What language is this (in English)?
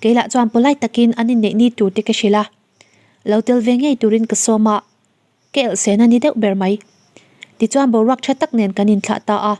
Mizo